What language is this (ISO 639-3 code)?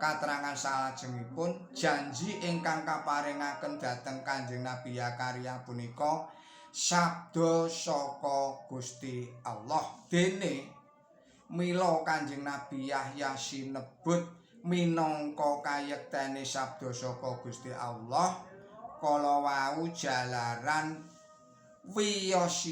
jav